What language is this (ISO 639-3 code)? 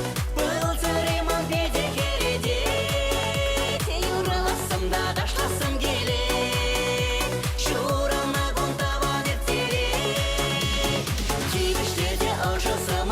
chv